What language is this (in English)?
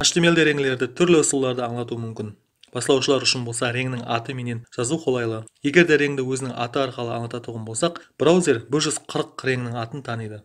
Kara-Kalpak